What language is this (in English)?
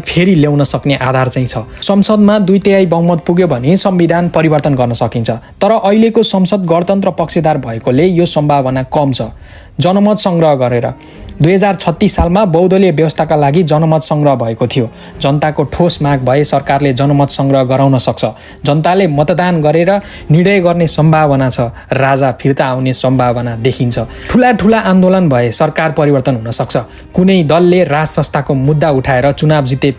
Nepali